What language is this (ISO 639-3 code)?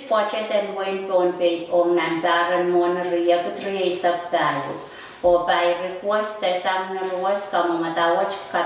pon